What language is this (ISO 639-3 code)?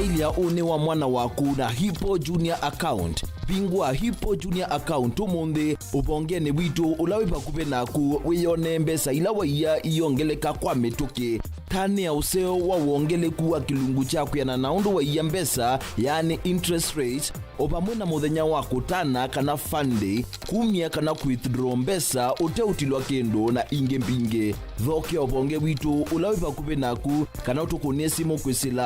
kam